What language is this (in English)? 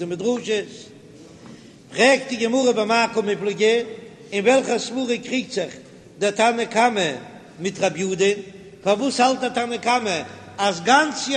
Yiddish